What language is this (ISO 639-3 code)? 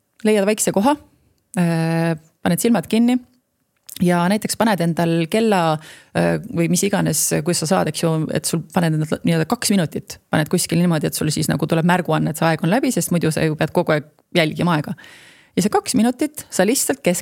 est